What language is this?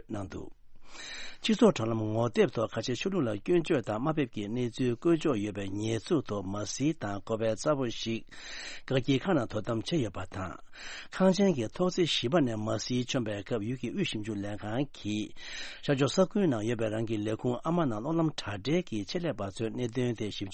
Tibetan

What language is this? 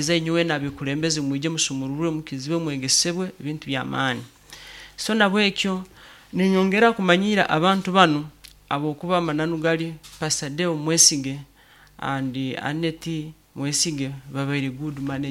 Nyoro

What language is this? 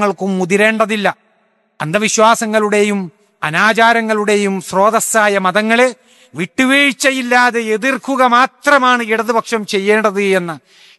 Malayalam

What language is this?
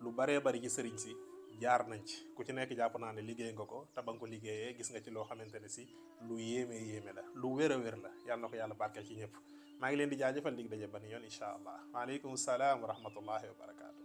Wolof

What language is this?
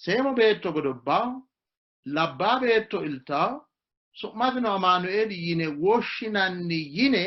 Sidamo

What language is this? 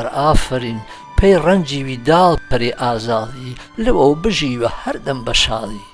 Gurani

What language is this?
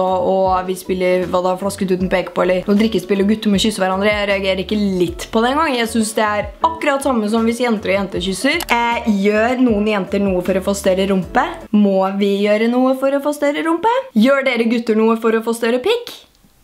Norwegian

